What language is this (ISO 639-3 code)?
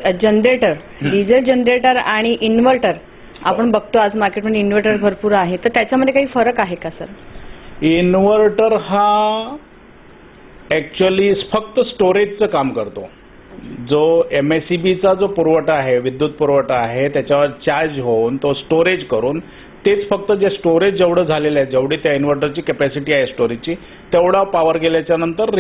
mar